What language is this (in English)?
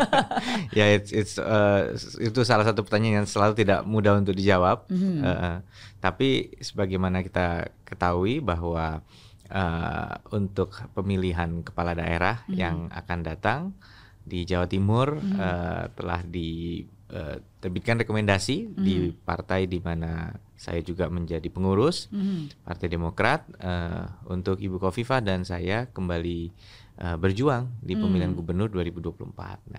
Indonesian